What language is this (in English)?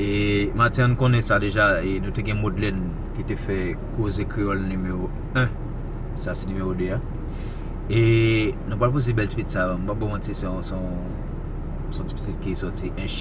Haitian Creole